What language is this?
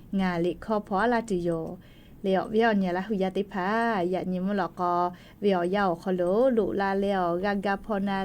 Lahu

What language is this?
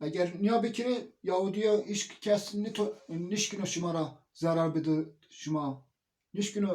Zaza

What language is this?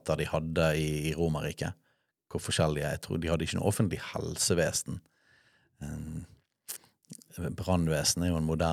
Norwegian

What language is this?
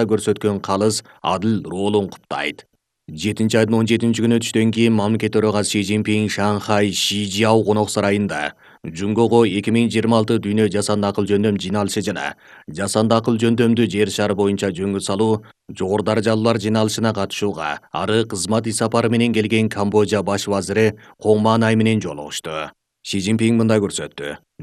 Kyrgyz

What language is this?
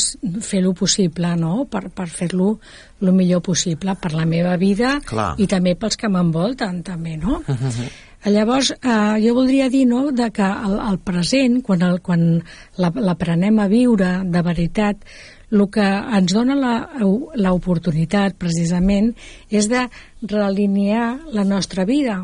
Catalan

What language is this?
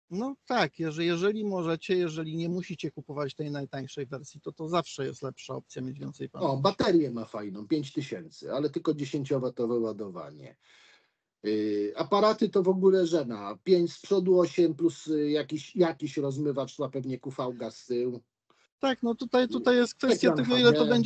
Polish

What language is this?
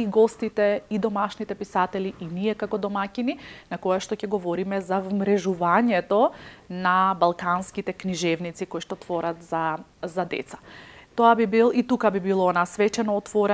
Macedonian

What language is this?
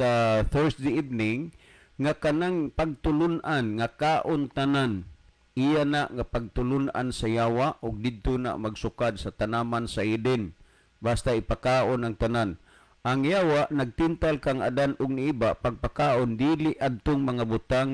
Cebuano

